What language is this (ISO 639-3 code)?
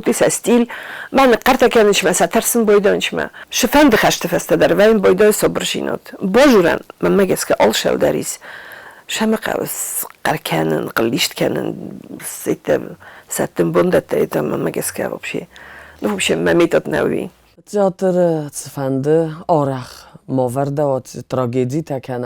oss